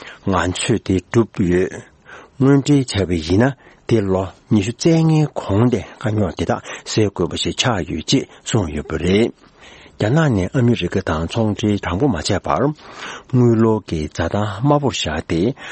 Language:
Tibetan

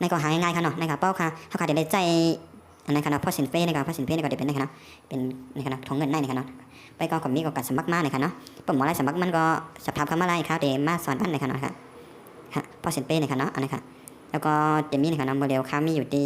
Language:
Shan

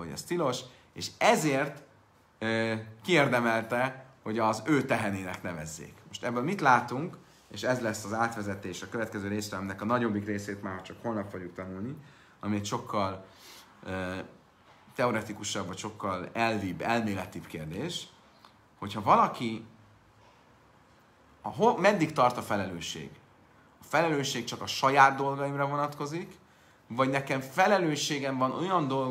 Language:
Hungarian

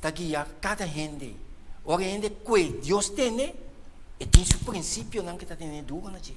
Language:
Papiamento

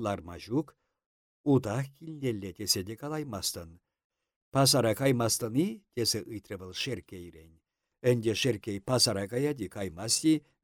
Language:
Chuvash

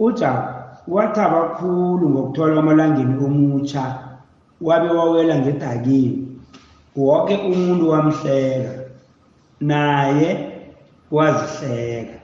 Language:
South Ndebele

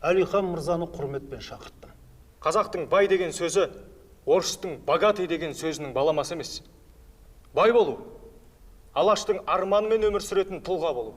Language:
Kazakh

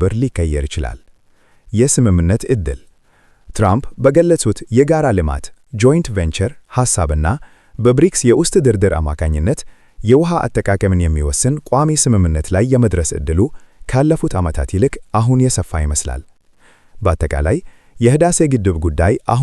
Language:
Amharic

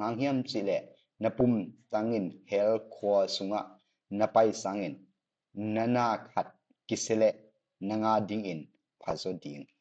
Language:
Tedim Chin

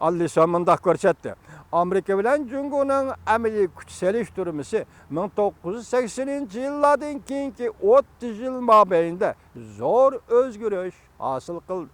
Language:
Uyghur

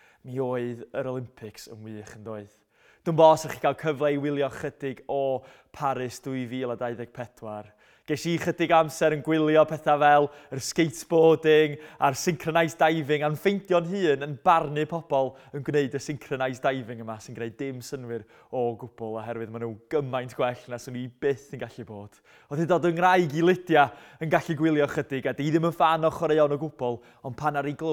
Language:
Welsh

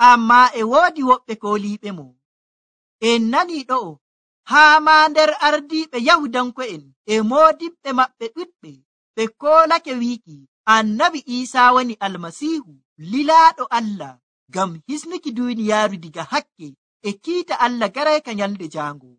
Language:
Nigerian Fulfulde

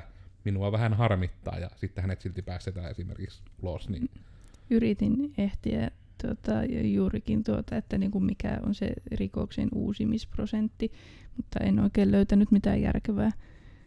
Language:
Finnish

